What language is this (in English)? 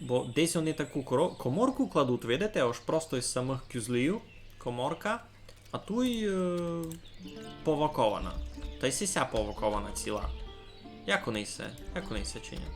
Rusyn